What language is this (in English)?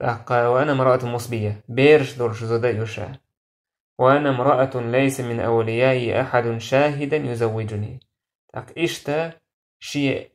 Chechen